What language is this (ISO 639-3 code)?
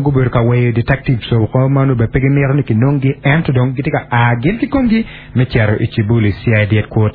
ach